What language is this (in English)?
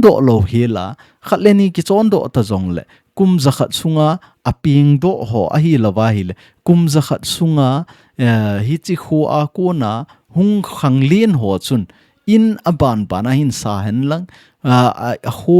Thado Chin